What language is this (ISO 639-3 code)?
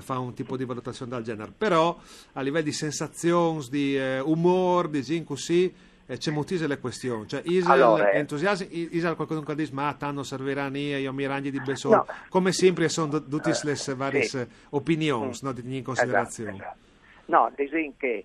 fur